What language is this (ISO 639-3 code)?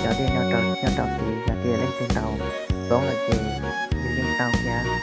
hmn